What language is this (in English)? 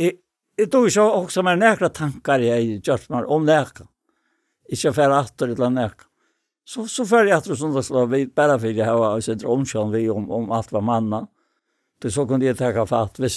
Faroese